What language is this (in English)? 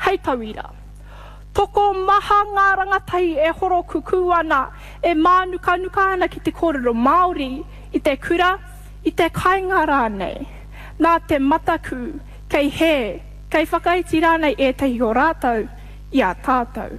Māori